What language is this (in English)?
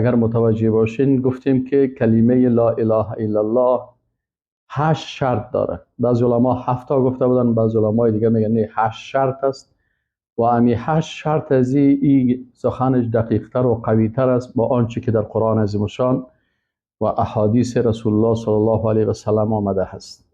Persian